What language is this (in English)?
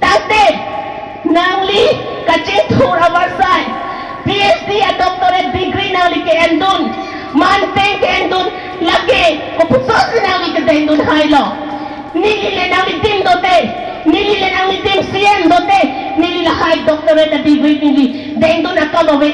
Karbi